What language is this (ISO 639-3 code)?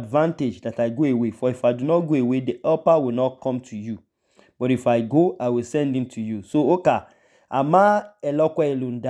idu